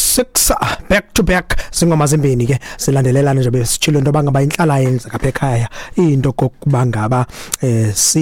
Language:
Xhosa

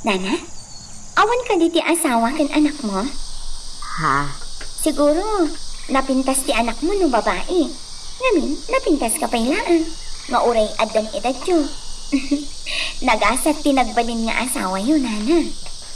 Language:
Iloko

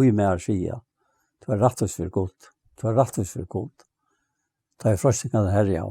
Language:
Faroese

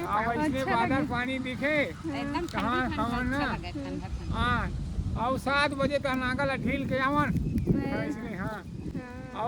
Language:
Chhattisgarhi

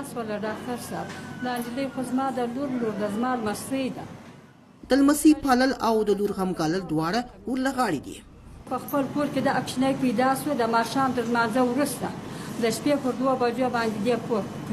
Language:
Pashto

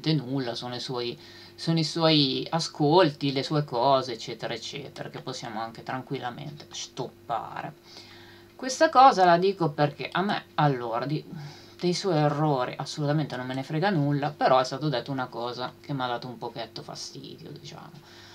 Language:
Italian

